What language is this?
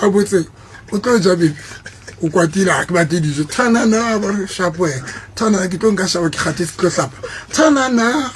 Southern Sotho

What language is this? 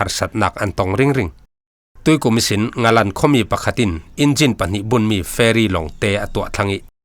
Falam Chin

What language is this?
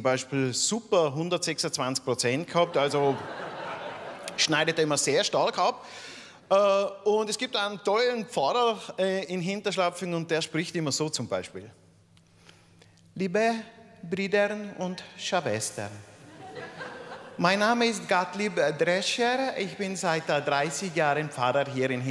German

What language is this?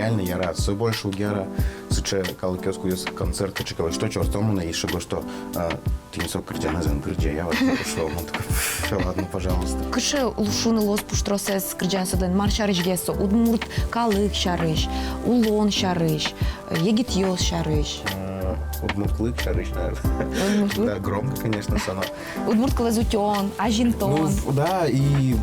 Udmurt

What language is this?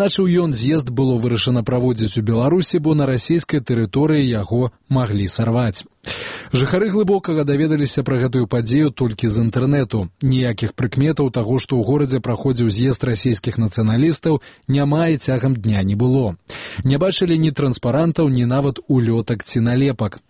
Belarusian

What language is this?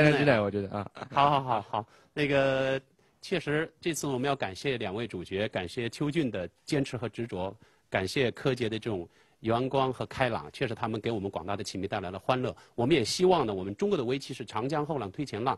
Chinese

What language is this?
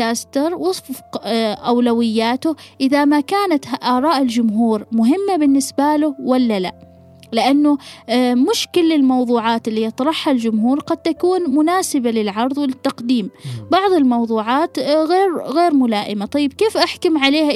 Gulf Arabic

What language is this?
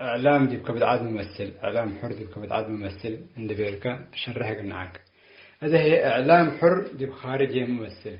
Tigre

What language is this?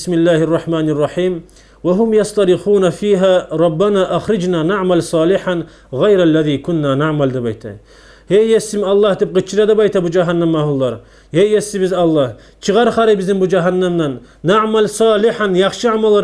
Kumyk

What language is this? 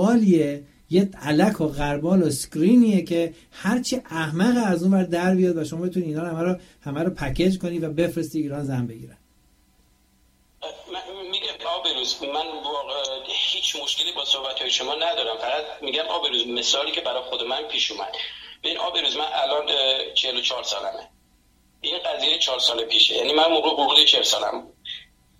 Persian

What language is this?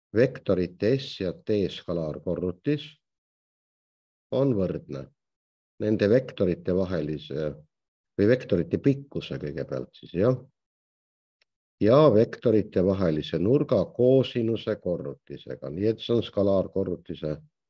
Estonian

